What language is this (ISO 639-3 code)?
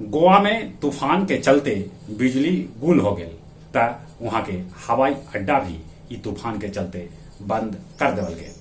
mag